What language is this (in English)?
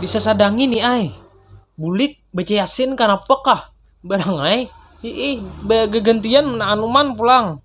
Banjar